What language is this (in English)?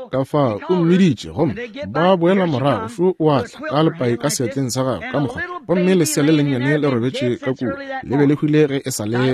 Northern Sotho